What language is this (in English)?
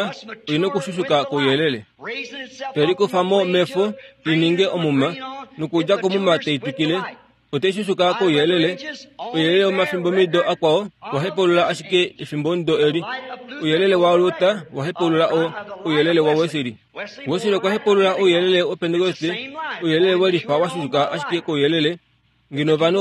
Kuanyama